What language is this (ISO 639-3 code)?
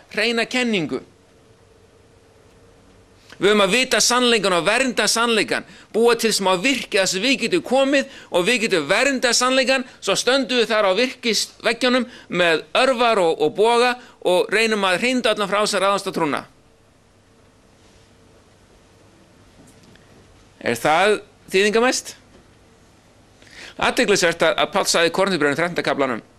isl